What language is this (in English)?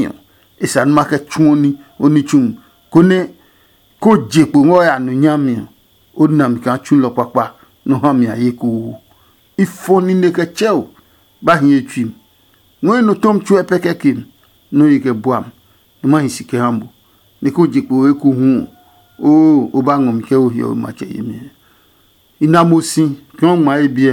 Adangme